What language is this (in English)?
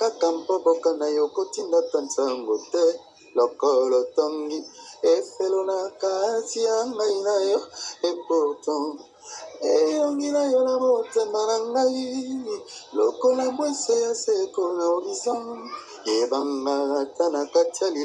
Lingala